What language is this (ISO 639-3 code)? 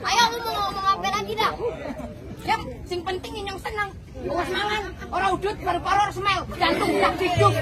bew